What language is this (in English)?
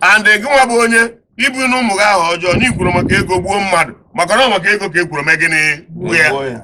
Igbo